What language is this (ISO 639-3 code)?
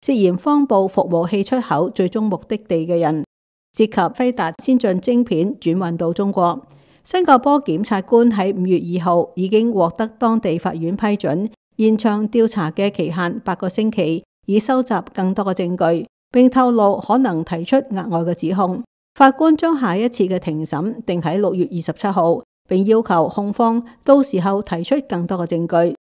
yue